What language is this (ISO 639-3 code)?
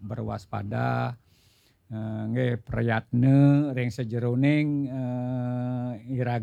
ban